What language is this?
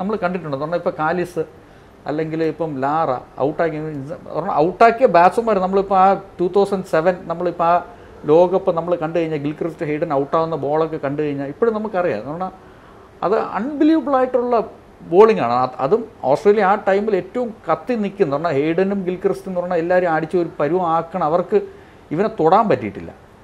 Malayalam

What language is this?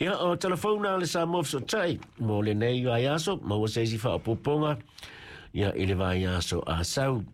Samoan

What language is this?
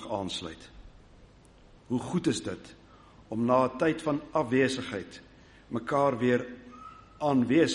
Afrikaans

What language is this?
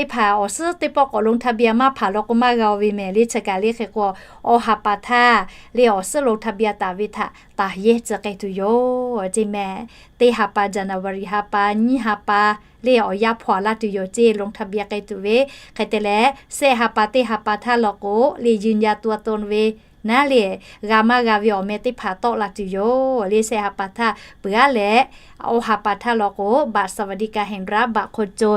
Lahu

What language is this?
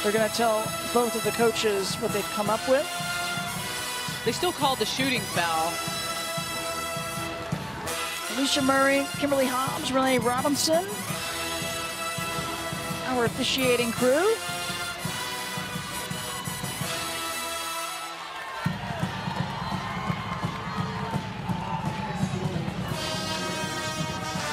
English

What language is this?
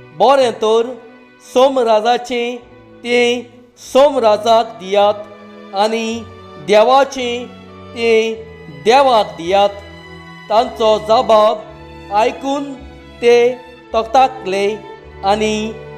Konkani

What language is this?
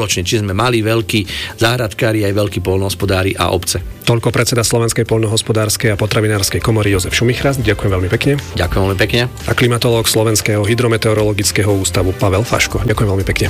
Slovak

